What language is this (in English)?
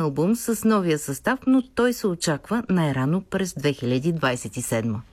Bulgarian